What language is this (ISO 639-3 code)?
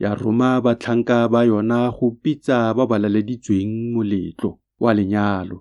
tsn